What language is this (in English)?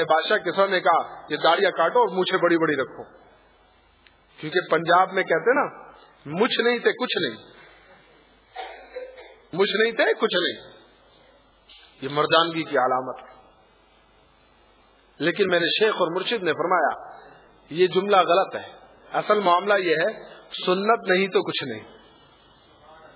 Urdu